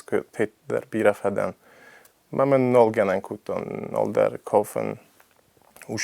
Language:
Ossetic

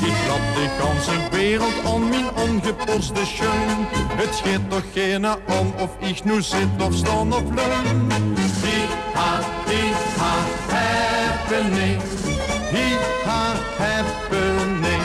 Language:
Limburgish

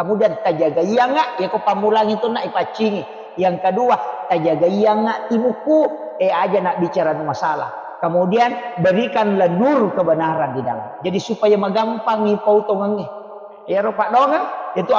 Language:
Buginese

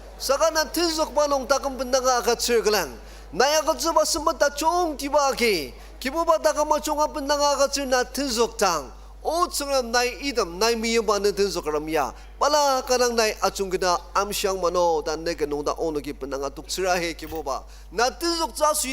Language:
Ao Naga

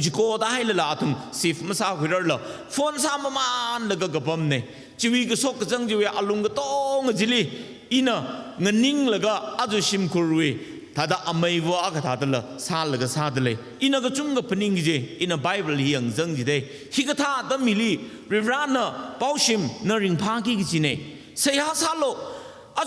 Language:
Tangkhul Naga (India)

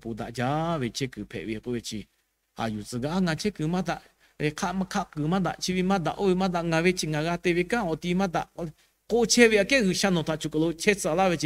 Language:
Lahu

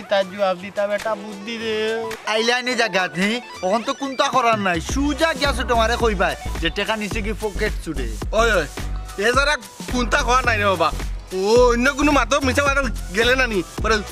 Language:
Sylheti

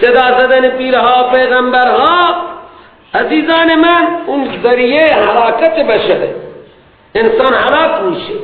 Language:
Persian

